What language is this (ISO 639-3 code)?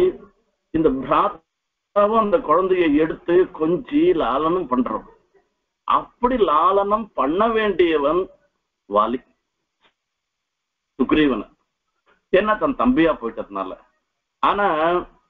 tam